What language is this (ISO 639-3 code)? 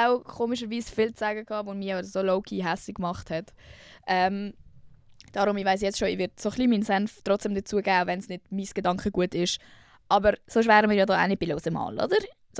gsw